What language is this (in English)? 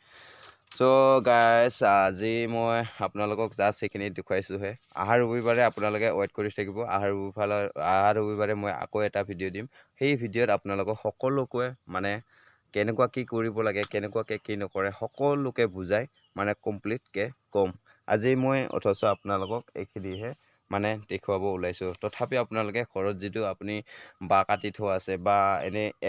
Assamese